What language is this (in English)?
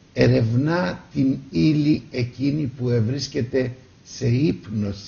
Greek